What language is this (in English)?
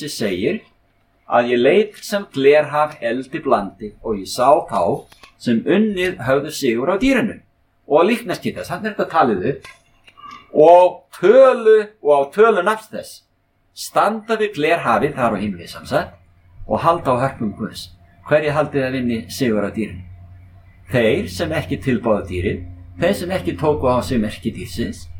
Icelandic